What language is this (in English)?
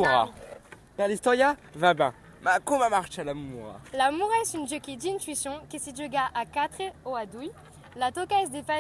Occitan